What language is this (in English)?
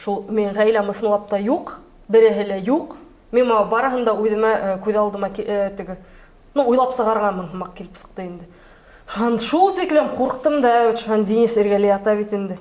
Bashkir